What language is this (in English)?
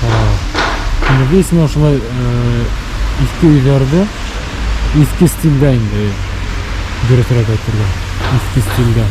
Bashkir